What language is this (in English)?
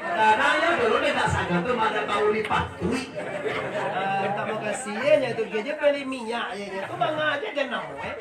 Minangkabau